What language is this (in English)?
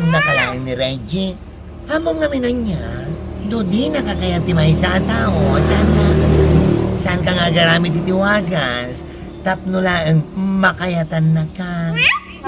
Iloko